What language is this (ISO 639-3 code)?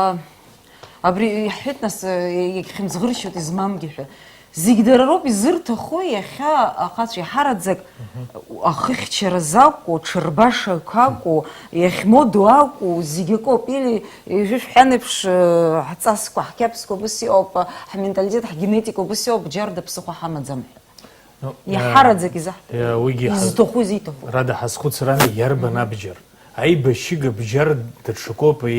abk